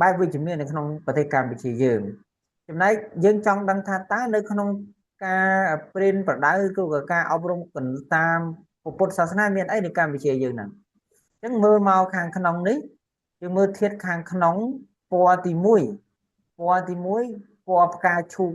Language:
Khmer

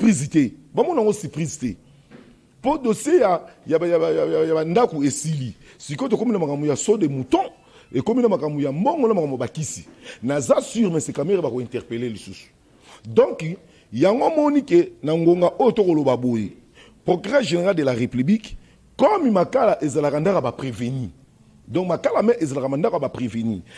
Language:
Lingala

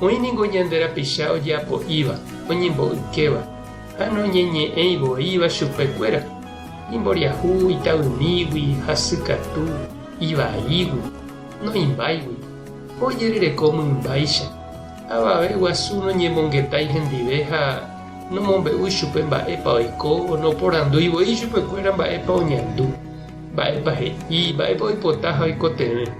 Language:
Guarani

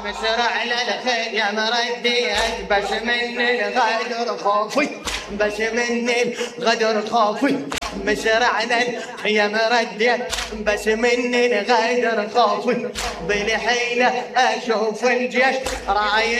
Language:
Mesopotamian Arabic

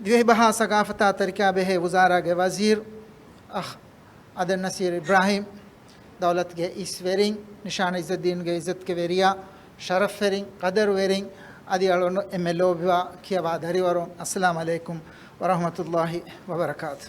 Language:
Divehi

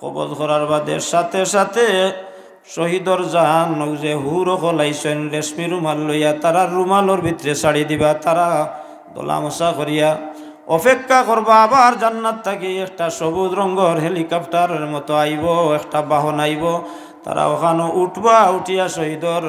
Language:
Sylheti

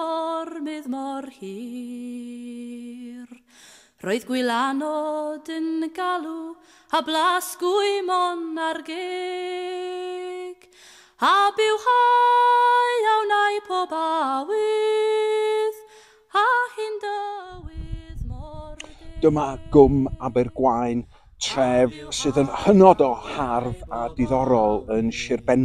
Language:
Welsh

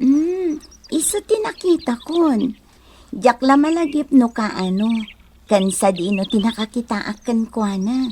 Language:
Iloko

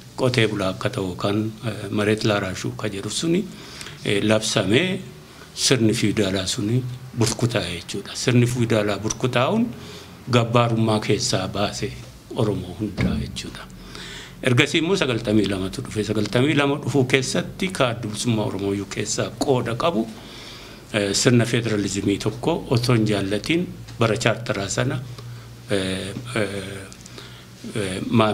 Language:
Oromo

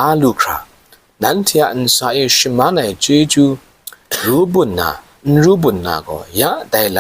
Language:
Kachin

